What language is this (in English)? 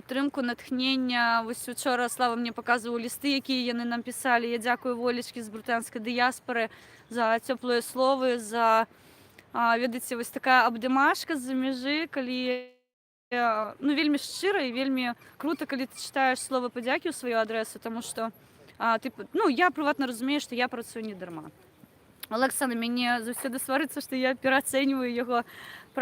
Belarusian